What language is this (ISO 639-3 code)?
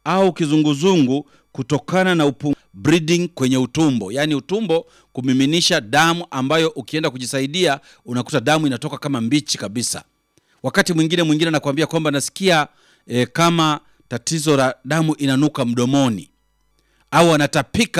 swa